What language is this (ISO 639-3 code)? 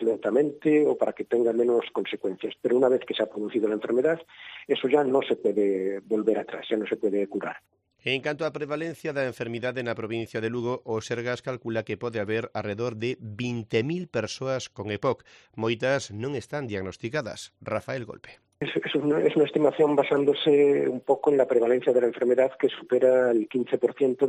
glg